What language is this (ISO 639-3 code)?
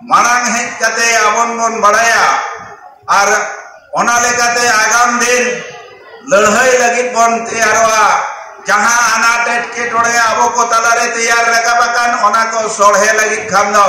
sat